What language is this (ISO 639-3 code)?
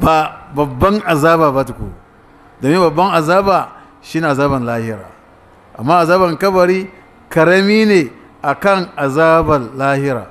hau